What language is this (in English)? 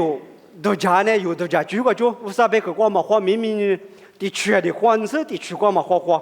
Lisu